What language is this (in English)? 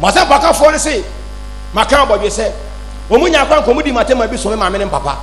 Akan